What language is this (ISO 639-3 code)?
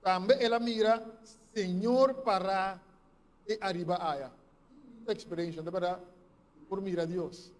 pap